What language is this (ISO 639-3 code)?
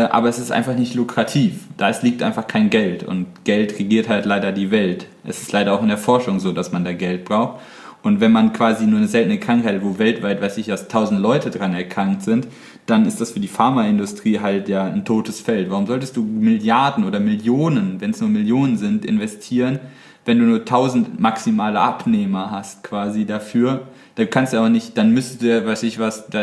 deu